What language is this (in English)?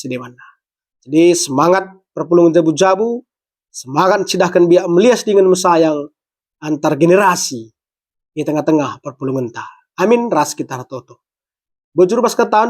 Batak Karo